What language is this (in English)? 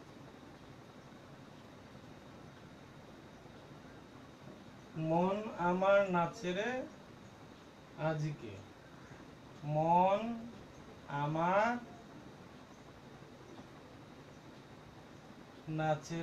Bangla